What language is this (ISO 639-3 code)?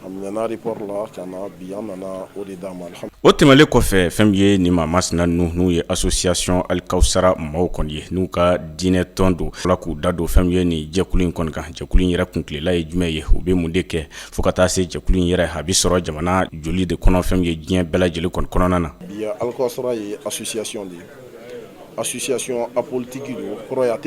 bam